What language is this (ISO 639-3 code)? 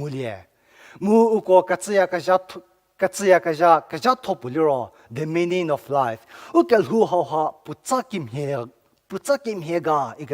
njm